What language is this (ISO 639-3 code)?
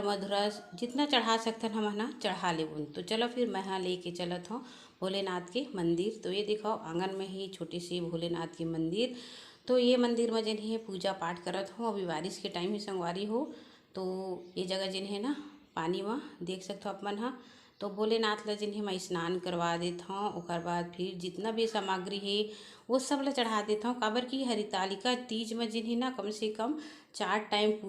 hne